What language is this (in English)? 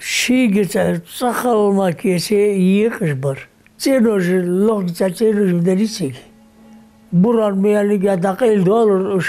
Ingush